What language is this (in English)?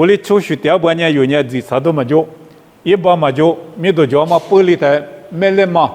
Lisu